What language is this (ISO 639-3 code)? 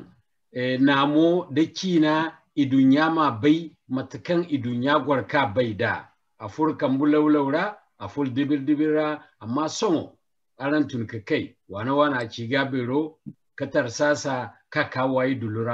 dje